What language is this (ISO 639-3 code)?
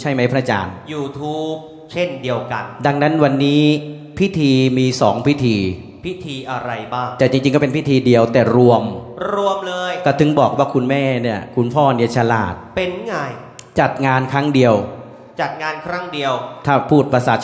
tha